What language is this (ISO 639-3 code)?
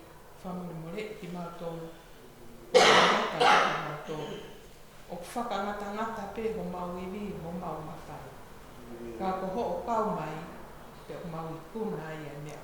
ton